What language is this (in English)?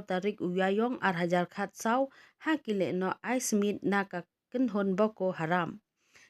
Khasi